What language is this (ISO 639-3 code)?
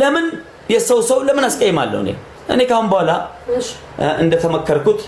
amh